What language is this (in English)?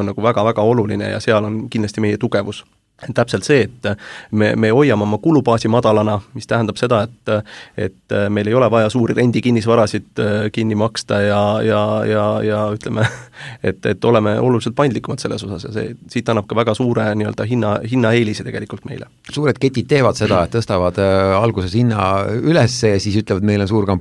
Estonian